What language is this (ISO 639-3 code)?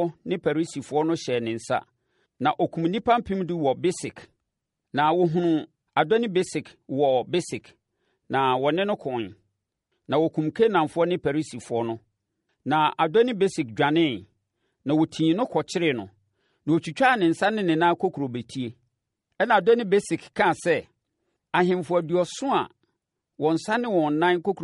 aka